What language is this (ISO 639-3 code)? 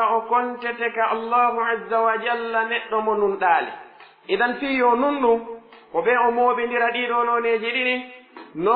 fuf